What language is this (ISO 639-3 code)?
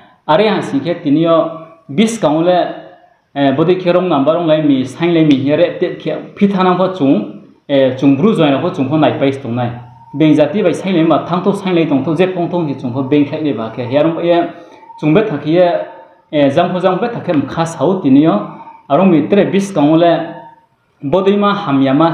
ria